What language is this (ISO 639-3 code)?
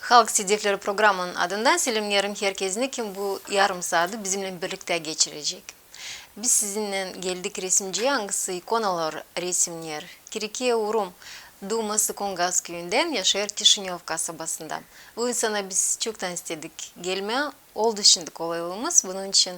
gag